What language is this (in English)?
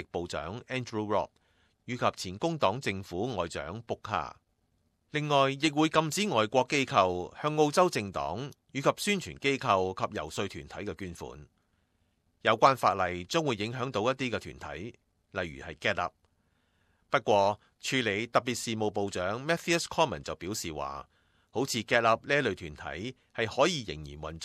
Cantonese